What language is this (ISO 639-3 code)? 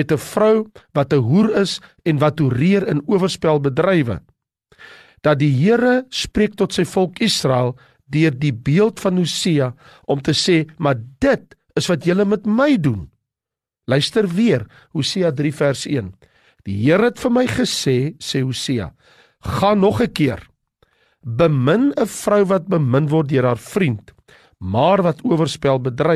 afr